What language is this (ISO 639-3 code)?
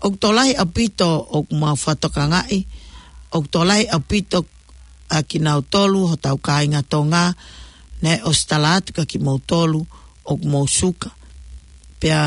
ton